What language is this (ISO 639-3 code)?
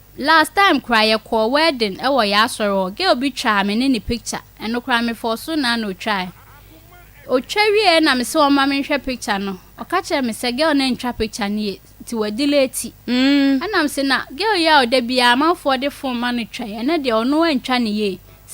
aka